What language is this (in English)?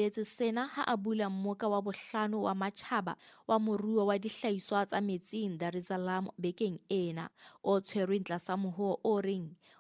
Southern Sotho